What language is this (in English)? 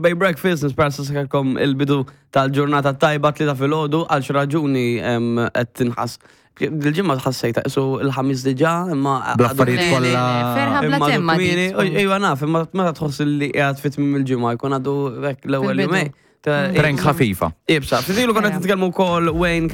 Maltese